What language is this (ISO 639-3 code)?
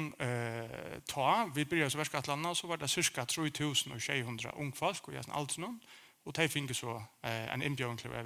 fao